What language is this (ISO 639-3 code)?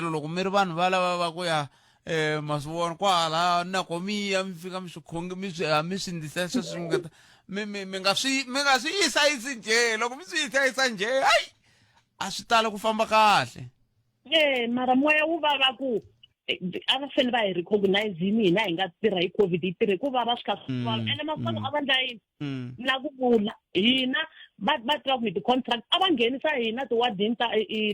tso